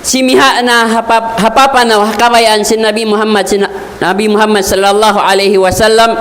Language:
Tausug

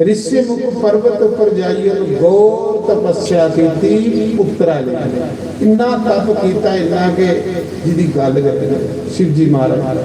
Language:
Dogri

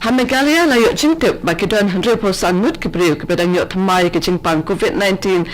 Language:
Khasi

